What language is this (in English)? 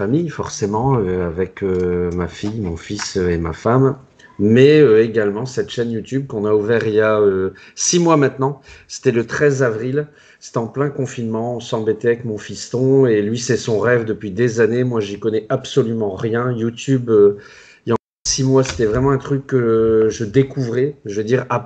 French